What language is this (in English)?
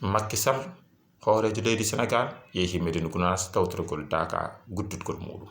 Fula